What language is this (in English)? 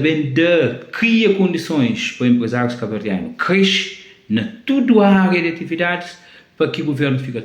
Kabuverdianu